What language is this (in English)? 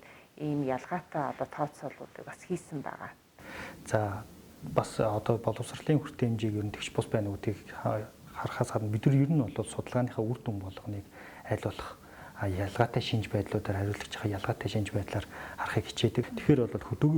Mongolian